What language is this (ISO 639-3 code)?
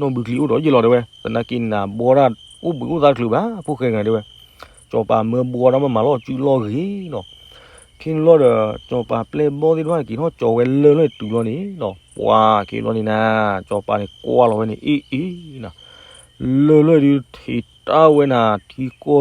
ksw